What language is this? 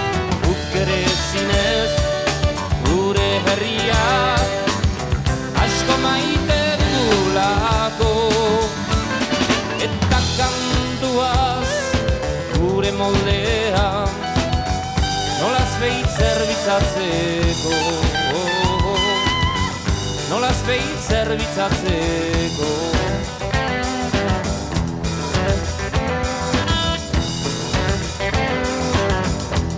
Basque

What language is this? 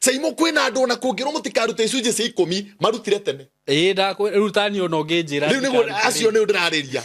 Kikuyu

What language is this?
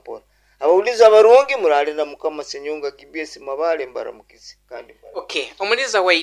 Nyoro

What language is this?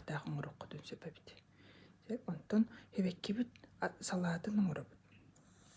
Yakut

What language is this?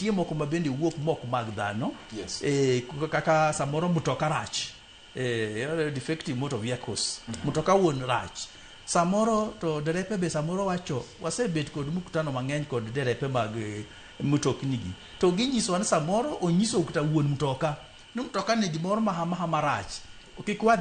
Luo (Kenya and Tanzania)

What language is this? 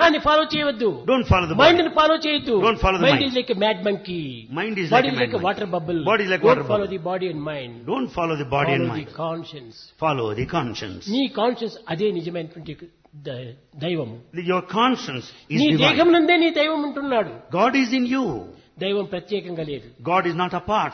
Telugu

